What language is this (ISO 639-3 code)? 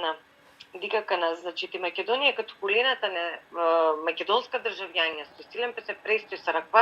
rmn